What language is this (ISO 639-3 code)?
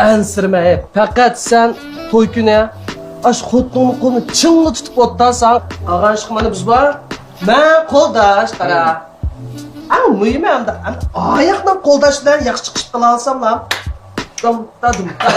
uig